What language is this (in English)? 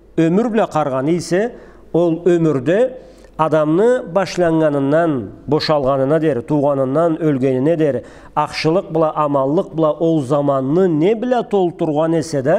Karachay-Balkar